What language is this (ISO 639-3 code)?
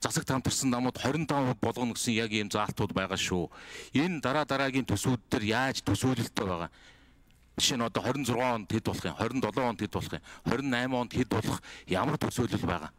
mon